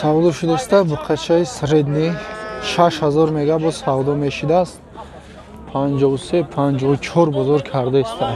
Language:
Tajik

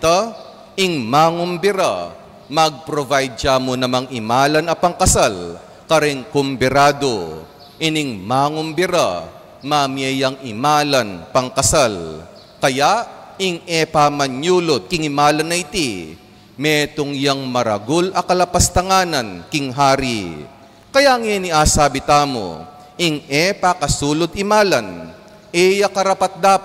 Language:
Pampanga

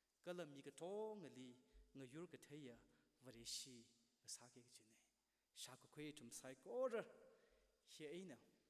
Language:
Tangkhul Naga (India)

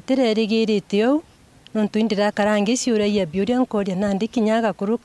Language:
Meru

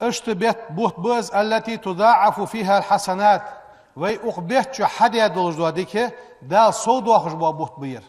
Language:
Ingush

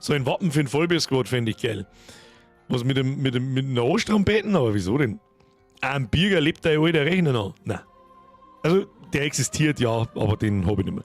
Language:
Bavarian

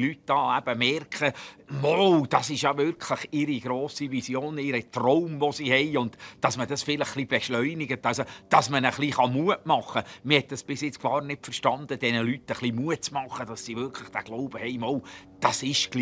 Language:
Swiss German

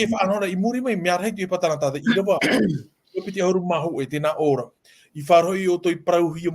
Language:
Tahitian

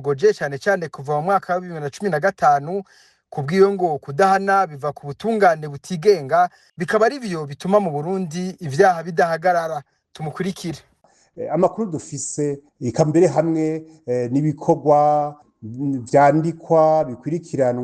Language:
Rundi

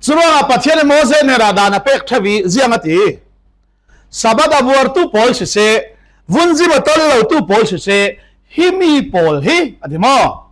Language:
Falam Chin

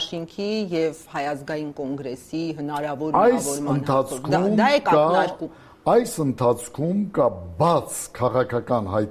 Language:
Armenian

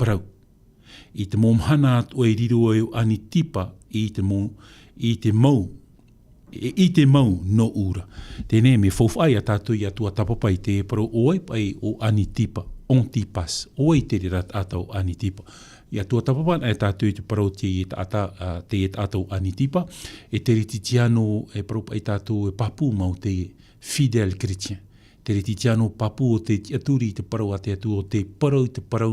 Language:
Tahitian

